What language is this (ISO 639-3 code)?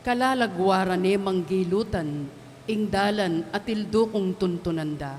pam